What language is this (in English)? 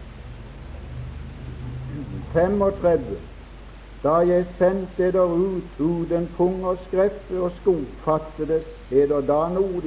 Norwegian